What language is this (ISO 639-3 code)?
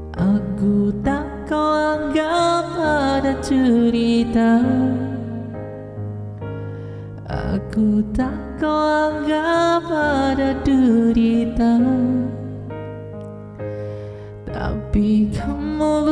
msa